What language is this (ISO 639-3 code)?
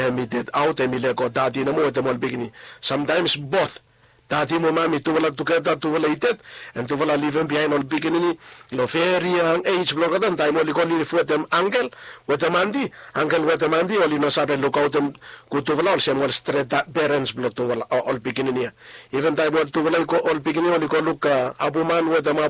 bis